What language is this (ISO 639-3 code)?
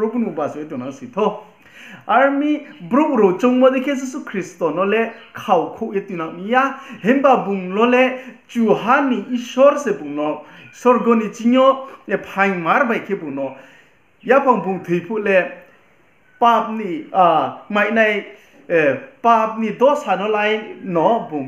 ria